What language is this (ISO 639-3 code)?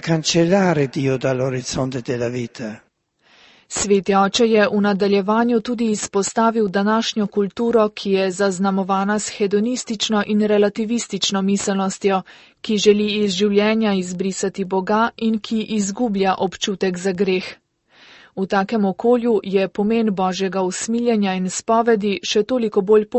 slv